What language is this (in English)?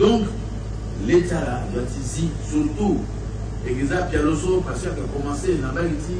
Sango